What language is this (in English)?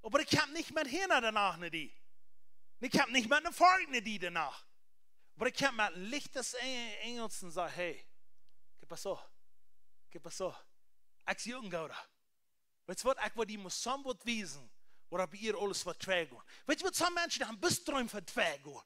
Plautdietsch